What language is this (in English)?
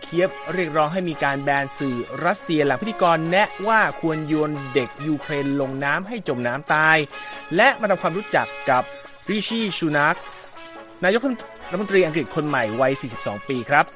Thai